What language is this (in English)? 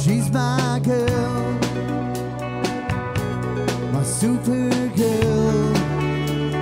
Romanian